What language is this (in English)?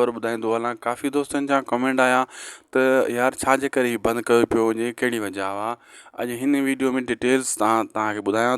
Sindhi